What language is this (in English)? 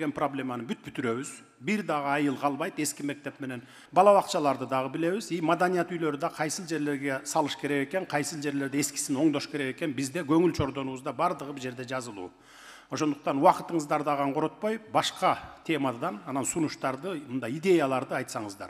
Kyrgyz